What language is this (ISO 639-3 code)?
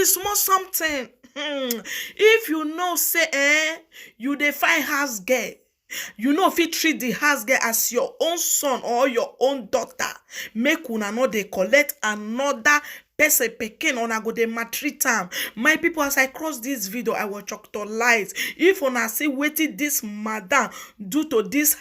pcm